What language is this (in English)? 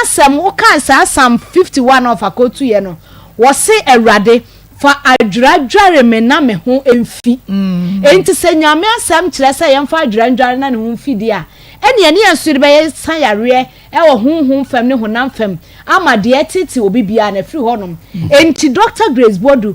Akan